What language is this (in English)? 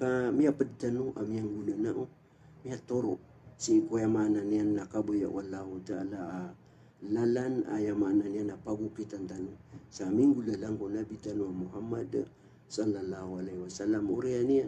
Maranao